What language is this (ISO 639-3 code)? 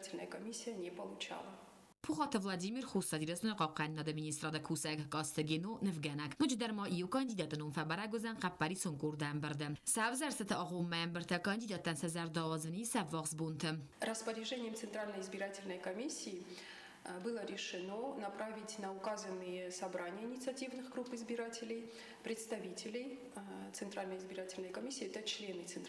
oss